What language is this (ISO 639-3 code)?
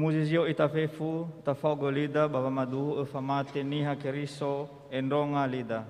nia